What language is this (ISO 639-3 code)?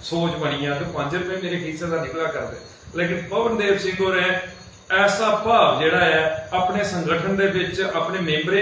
doi